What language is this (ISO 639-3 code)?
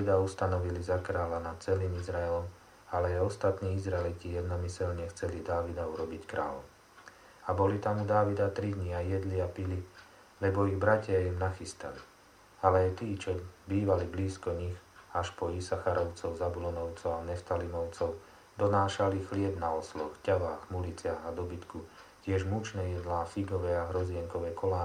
slk